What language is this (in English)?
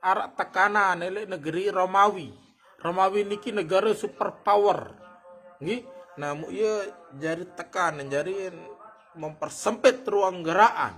Sasak